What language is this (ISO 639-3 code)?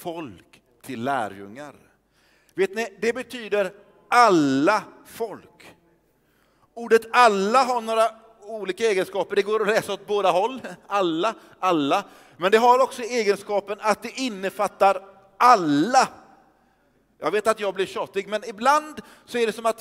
swe